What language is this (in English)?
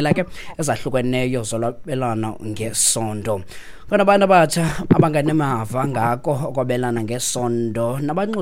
Xhosa